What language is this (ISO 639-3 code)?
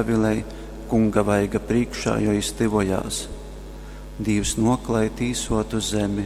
ltg